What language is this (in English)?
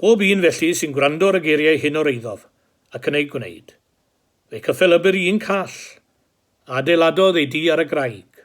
Welsh